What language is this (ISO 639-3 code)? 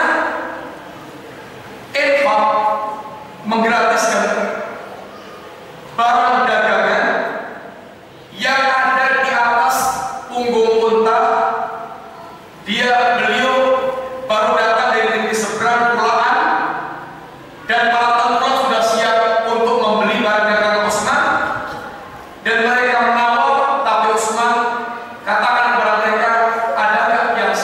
ind